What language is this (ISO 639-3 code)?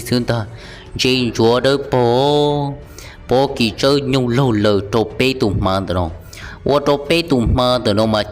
hmn